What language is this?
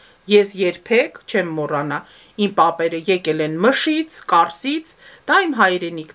Armenian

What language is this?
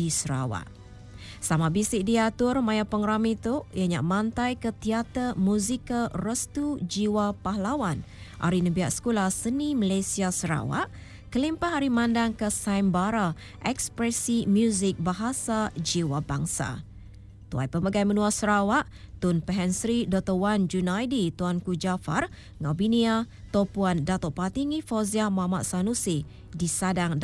Iban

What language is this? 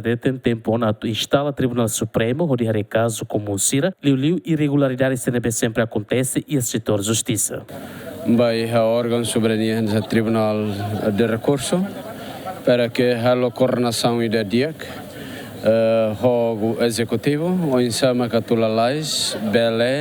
Tetum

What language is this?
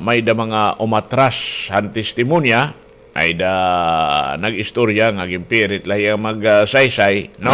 Waray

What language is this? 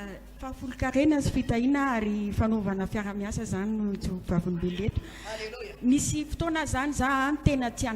Malagasy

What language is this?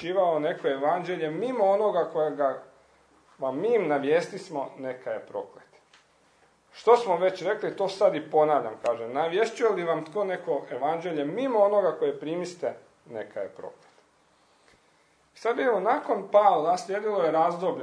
Croatian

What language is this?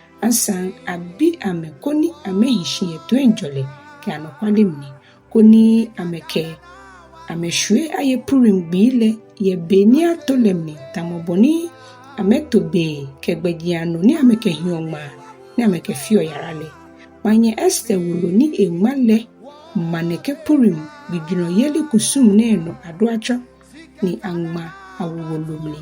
Ga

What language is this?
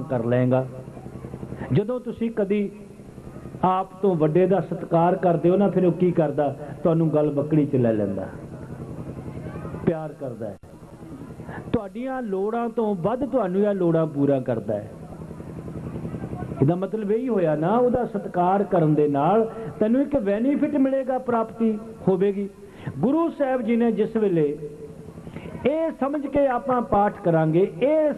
Punjabi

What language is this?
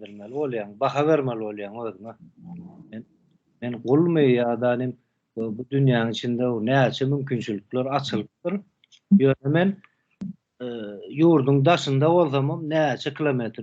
Turkmen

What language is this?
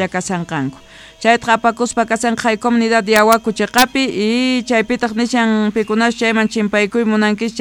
Quechua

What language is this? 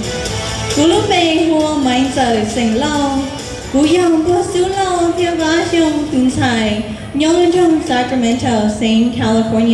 Hmong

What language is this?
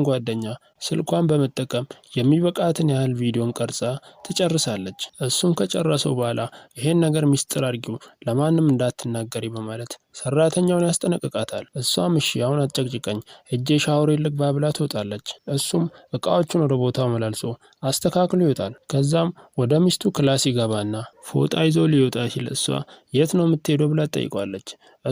Amharic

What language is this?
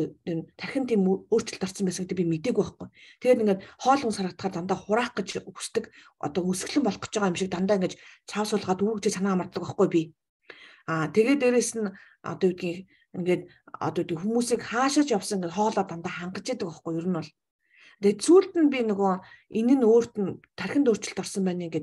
Mongolian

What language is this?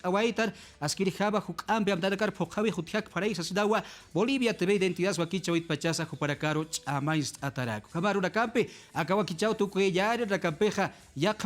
Aymara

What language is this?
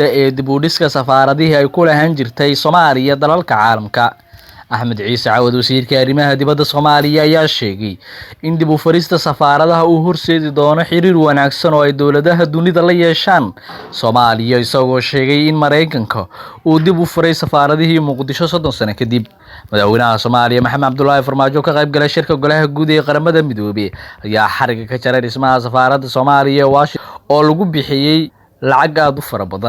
Somali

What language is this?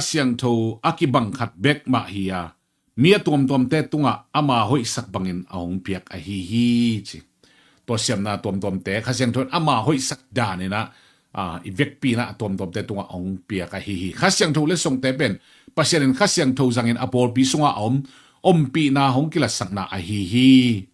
Tedim Chin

